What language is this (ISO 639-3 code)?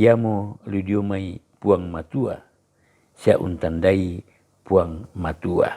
sda